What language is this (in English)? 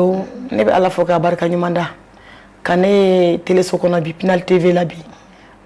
Bambara